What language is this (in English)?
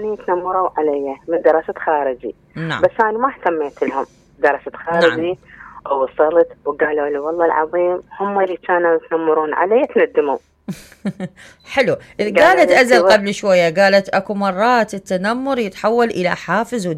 Mesopotamian Arabic